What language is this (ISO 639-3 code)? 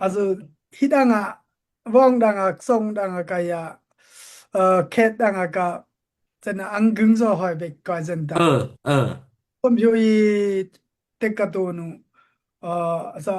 dao